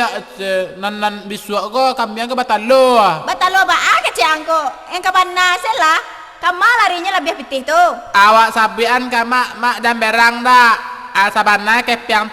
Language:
Minangkabau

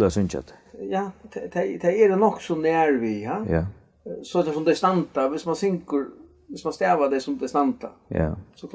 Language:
Faroese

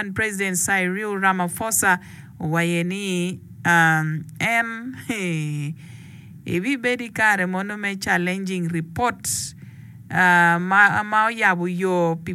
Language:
Acoli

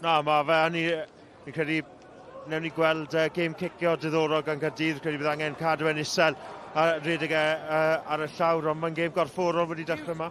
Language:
Welsh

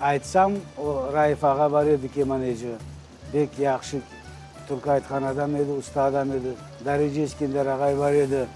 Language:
Crimean Tatar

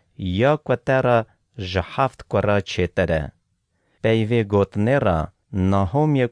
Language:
Kurdish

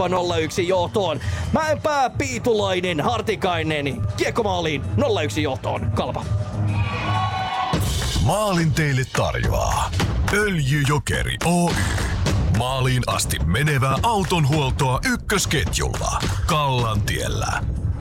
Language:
Finnish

